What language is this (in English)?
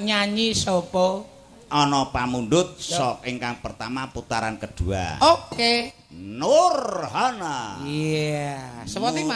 Javanese